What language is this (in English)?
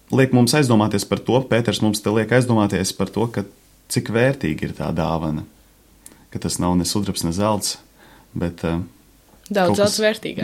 Latvian